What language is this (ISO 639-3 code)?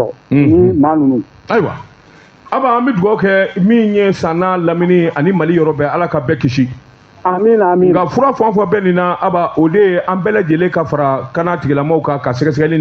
bam